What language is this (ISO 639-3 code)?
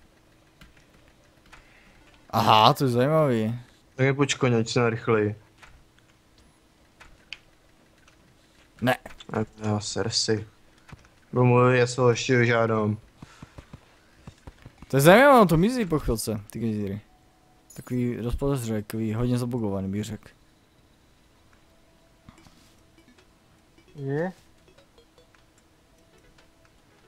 ces